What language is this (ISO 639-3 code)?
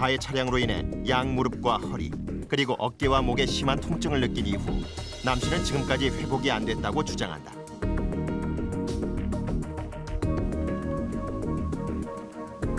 kor